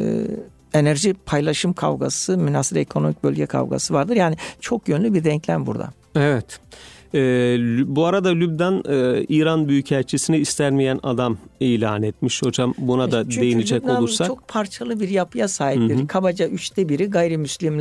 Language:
Turkish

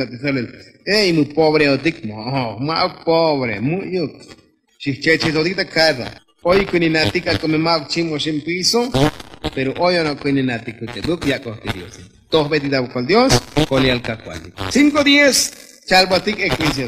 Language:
Tzotzil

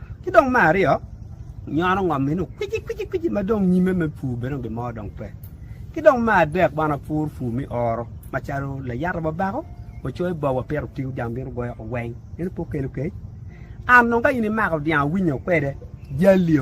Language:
Acoli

